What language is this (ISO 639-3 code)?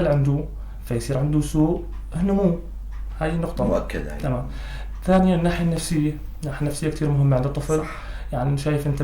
apc